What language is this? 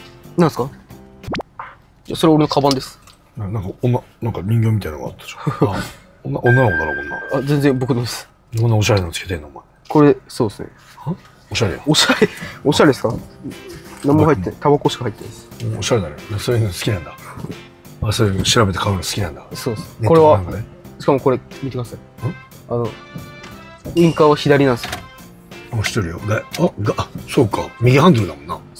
Japanese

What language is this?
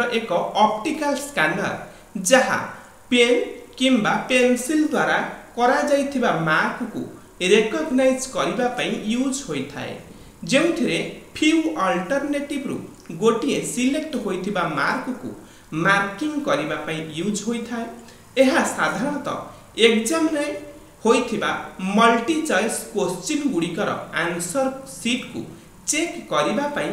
Odia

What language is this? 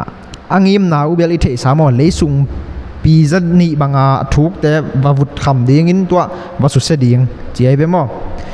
Tedim Chin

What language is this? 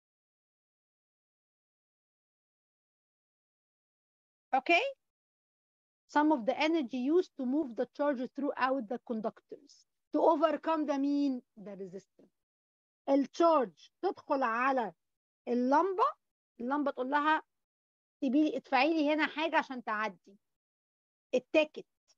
Egyptian Arabic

